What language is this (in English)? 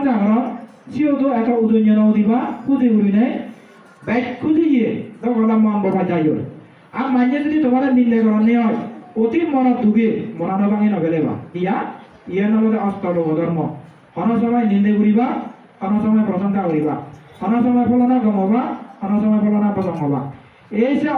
Chakma